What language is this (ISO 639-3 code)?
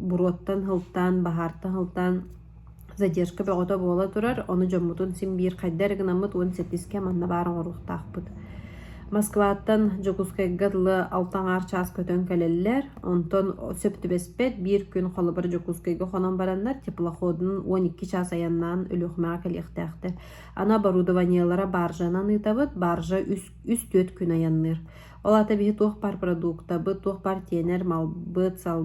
sah